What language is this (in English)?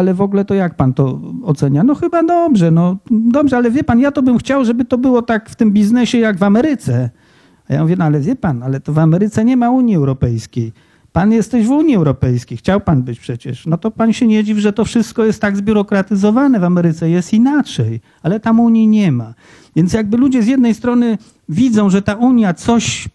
Polish